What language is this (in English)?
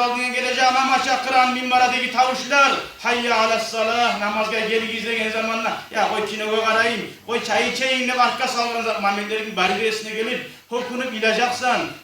Kumyk